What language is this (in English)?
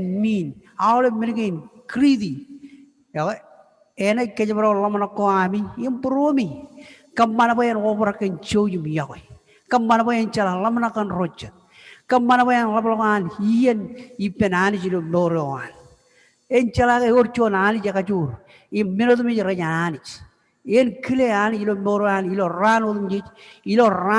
Marshallese